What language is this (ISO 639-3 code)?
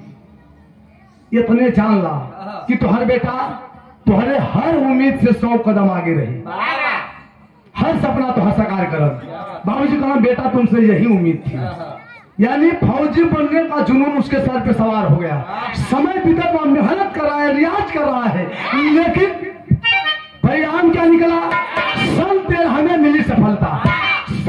bho